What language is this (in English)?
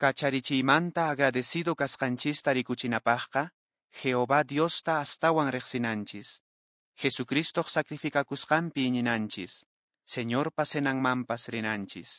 Quechua